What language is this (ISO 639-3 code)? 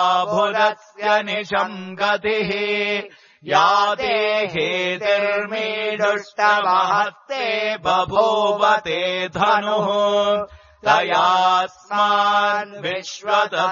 san